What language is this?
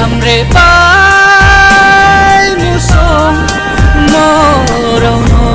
Riang (India)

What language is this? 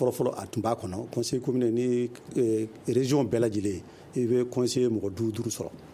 Bambara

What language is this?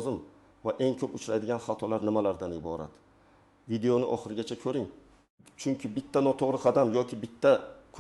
Uzbek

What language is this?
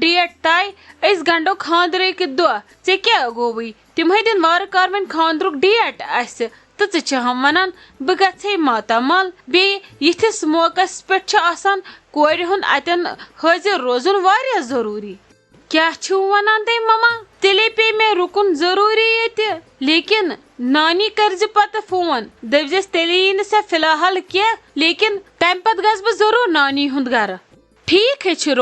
Kashmiri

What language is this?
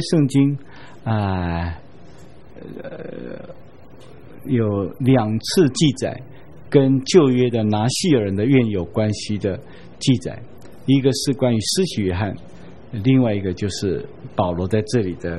Chinese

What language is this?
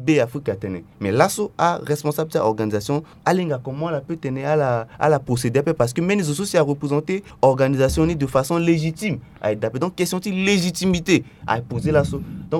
Sango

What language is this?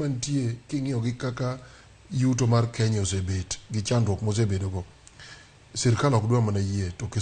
Luo (Kenya and Tanzania)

